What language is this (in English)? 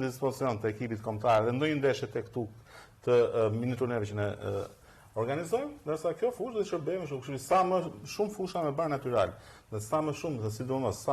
Albanian